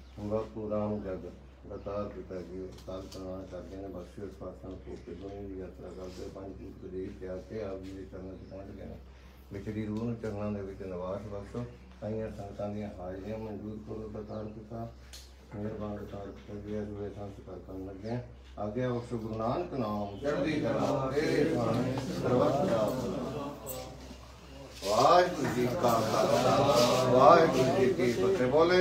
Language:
Punjabi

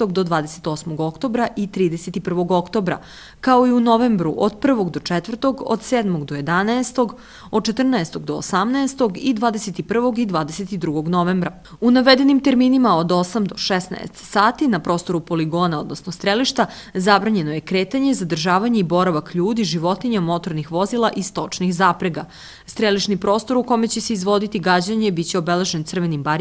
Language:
Serbian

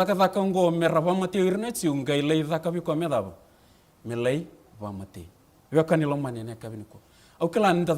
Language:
Fijian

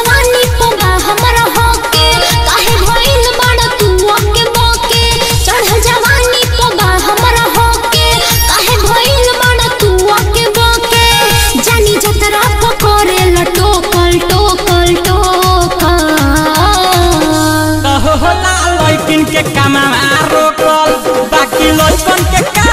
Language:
Bhojpuri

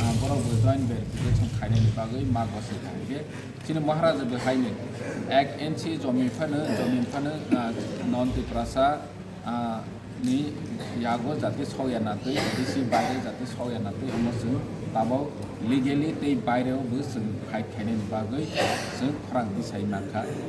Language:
Kok Borok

